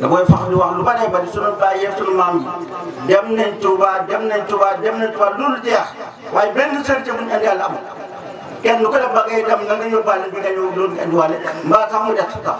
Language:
Wolof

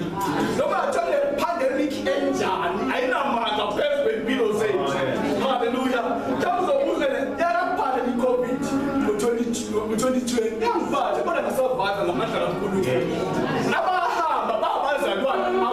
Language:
Zulu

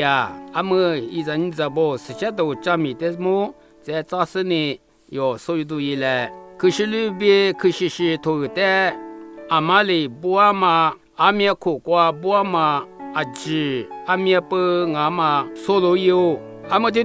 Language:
Lisu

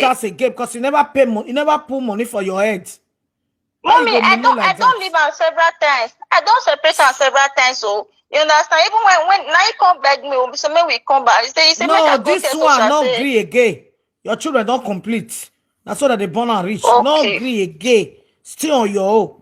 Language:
Nigerian Pidgin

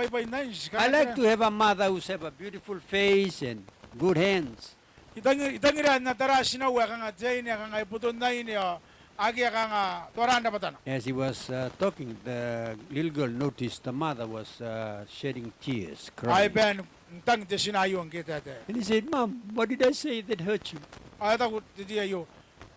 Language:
Gilbertese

